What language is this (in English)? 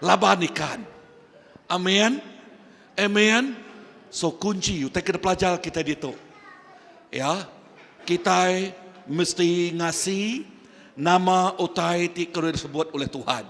Iban